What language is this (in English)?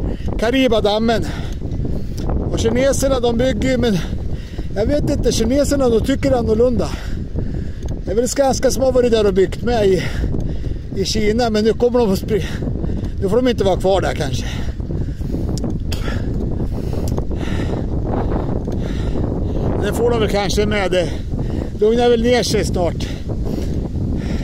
Swedish